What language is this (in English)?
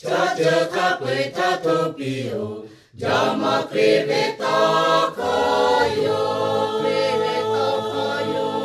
Lahu